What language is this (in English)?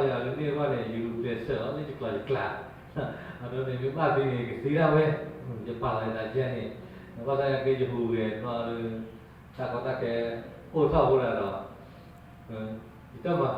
S'gaw Karen